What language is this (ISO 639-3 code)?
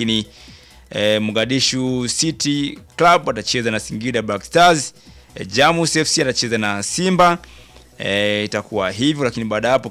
swa